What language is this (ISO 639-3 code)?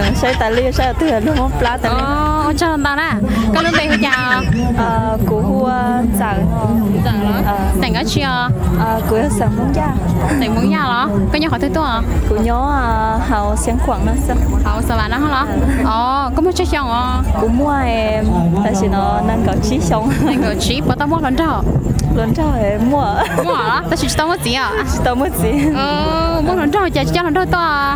hmn